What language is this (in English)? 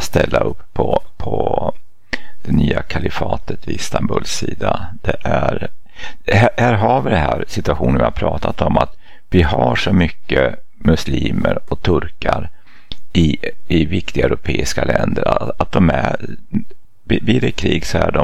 Swedish